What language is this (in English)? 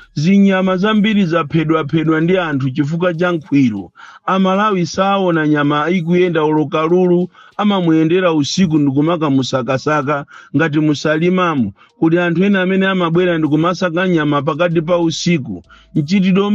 Nyanja